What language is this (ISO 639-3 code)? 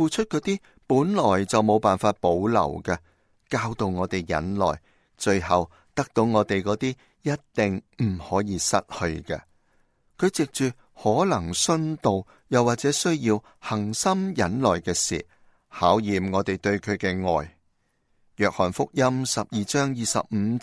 yue